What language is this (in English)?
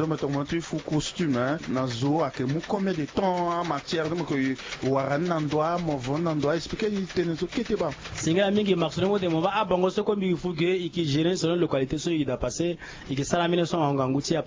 Sango